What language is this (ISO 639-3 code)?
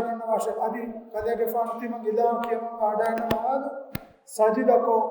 div